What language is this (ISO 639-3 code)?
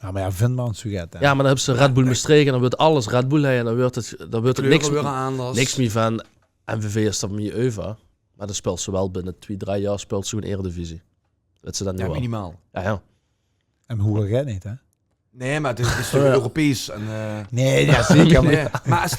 lim